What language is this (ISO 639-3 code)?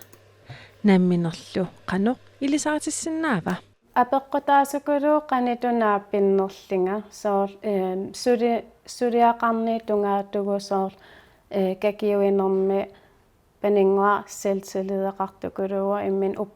kal